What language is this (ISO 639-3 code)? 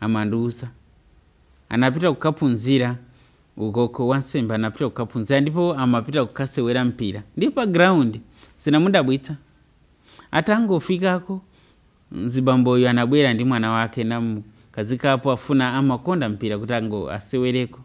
nya